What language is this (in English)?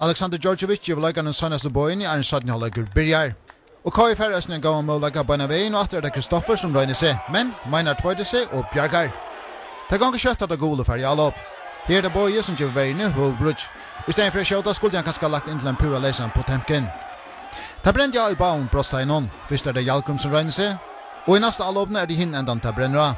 Faroese